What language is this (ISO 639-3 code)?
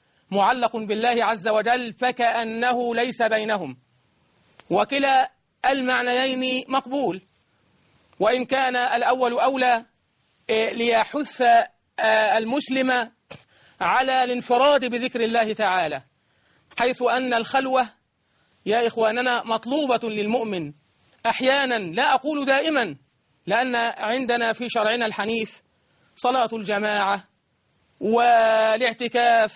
ara